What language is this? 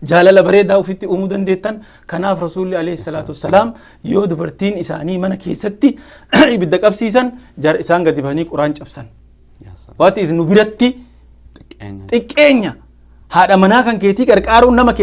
Oromo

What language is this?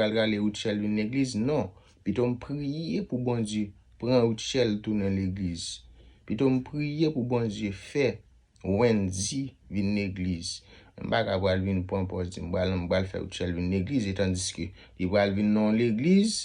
Haitian Creole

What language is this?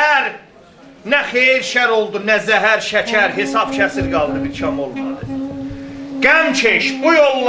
South Azerbaijani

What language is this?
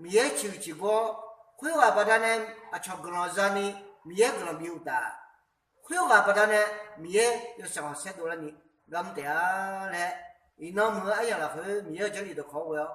Akha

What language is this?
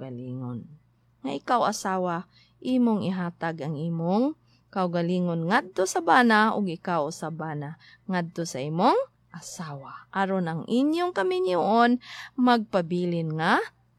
Cebuano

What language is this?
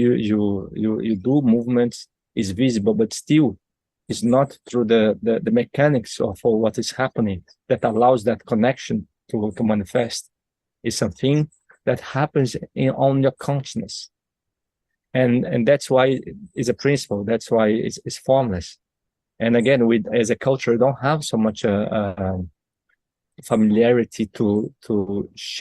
English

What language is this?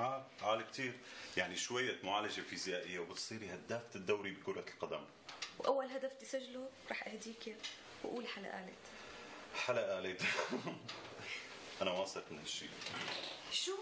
North Levantine Arabic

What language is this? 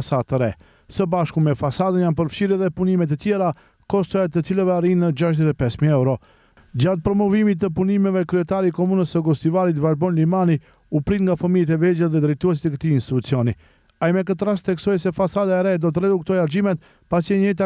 Albanian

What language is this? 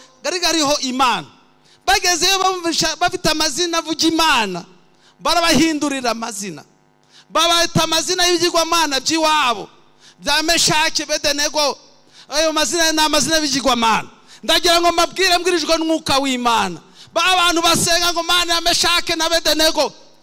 Kinyarwanda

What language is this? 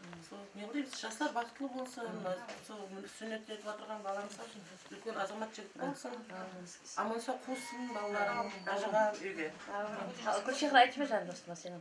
Kara-Kalpak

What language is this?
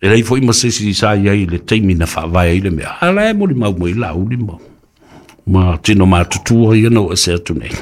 Samoan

